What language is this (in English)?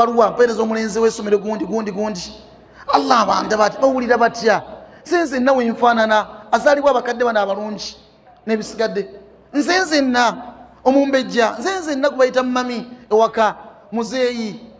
Ganda